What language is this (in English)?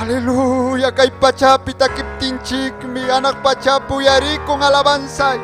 Ayacucho Quechua